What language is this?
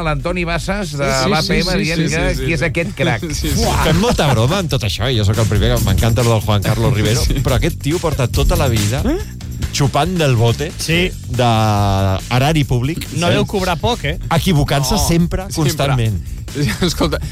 Catalan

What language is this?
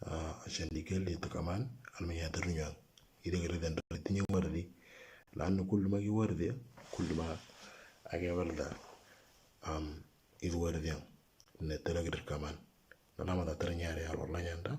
Moro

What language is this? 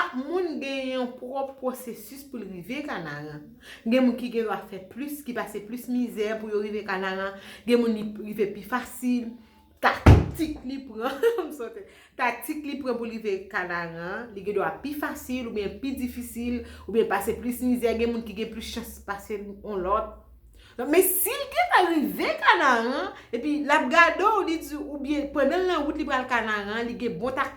Haitian Creole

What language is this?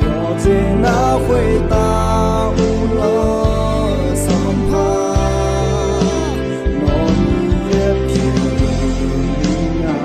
Akha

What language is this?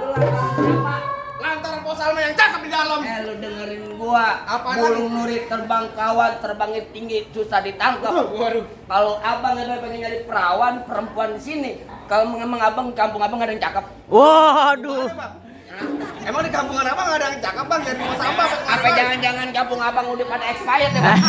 Betawi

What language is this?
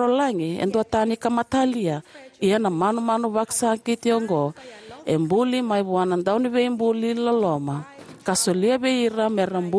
Fijian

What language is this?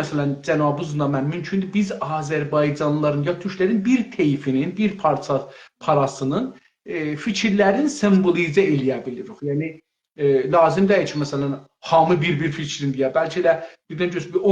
South Azerbaijani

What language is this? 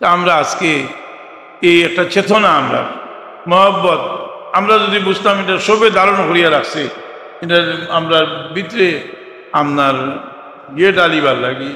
Sylheti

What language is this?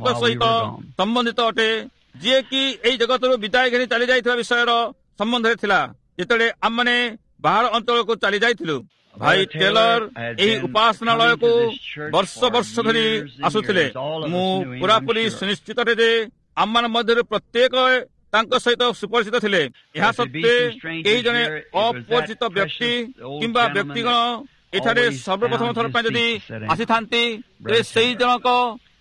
Odia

